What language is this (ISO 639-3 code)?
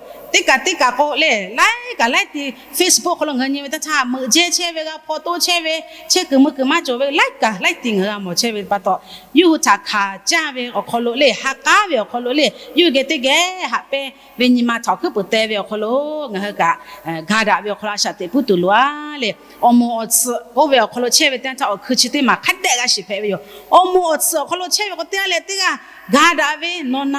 lhu